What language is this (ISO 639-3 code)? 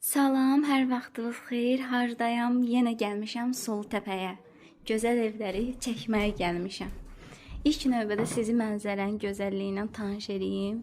aze